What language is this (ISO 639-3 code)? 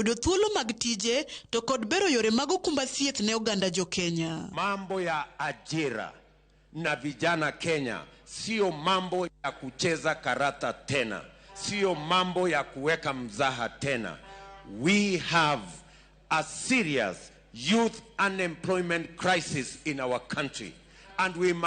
luo